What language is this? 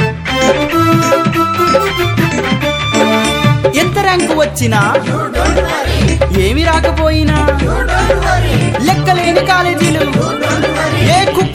Telugu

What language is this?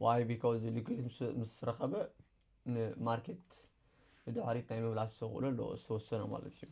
Tigrinya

